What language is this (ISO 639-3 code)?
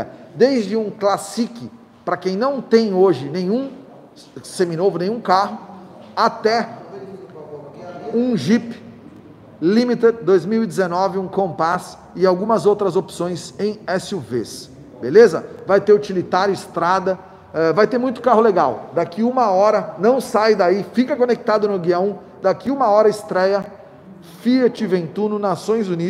por